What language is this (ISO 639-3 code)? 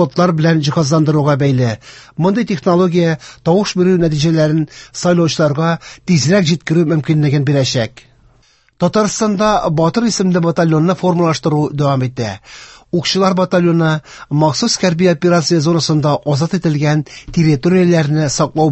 tat